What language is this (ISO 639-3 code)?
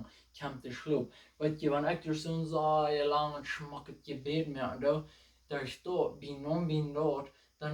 pdt